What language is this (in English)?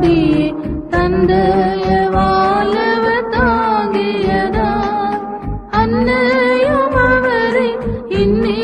Tamil